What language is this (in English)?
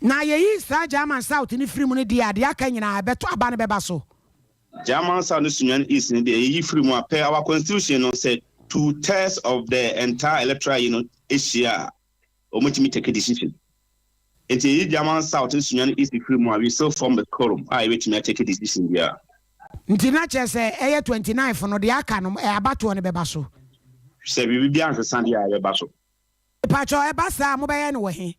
Akan